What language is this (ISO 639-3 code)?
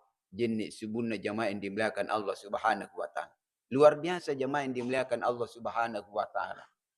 bug